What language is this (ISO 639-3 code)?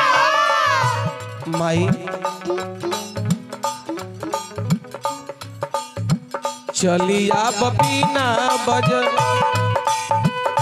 bho